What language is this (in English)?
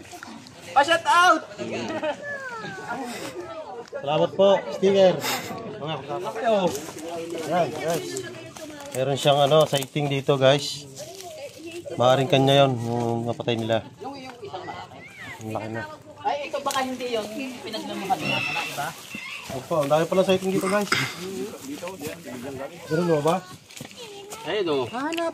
Filipino